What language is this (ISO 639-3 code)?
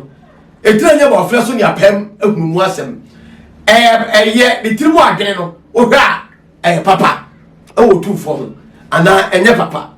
aka